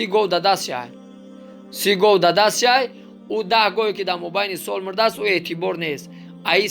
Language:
Tajik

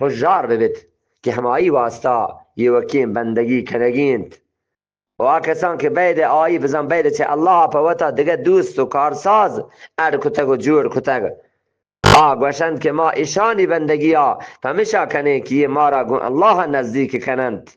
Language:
Eastern Balochi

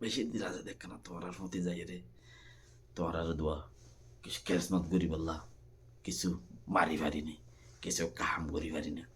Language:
Rohingya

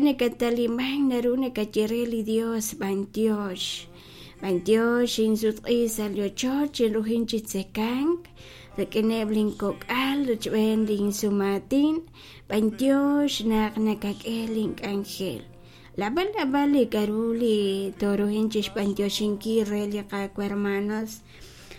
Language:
Kekchí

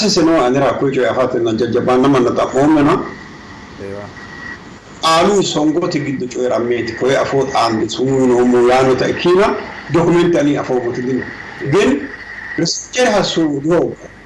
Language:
Sidamo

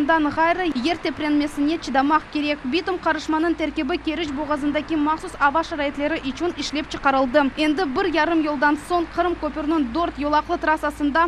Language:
Crimean Tatar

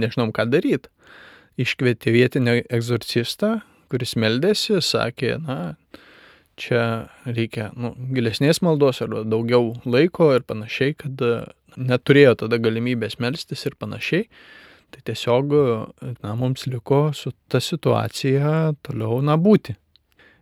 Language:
Lithuanian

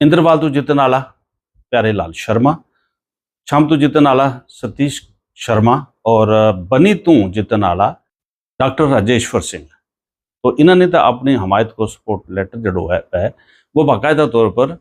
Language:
Gujari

